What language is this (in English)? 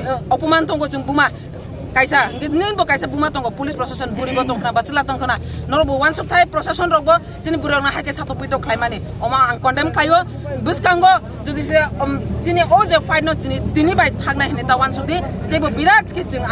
Kok Borok